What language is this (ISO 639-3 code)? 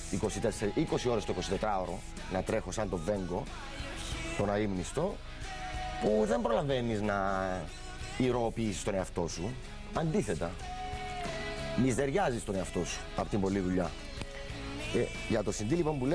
ell